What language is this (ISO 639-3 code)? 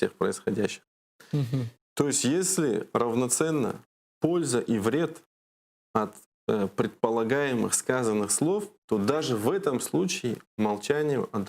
crh